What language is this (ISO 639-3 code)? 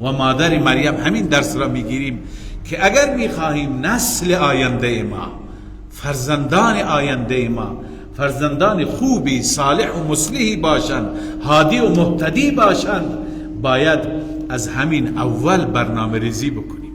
fas